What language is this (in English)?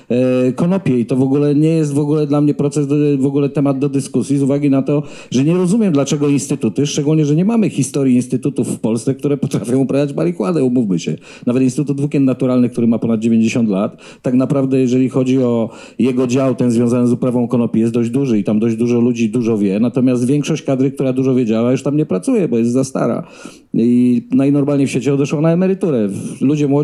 Polish